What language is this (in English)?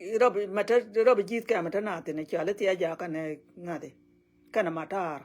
Nuer